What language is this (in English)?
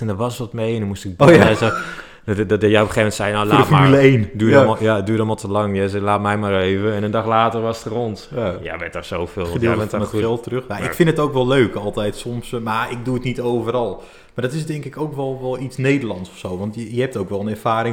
Dutch